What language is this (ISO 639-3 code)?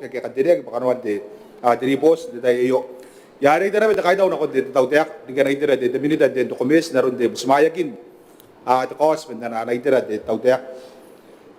gil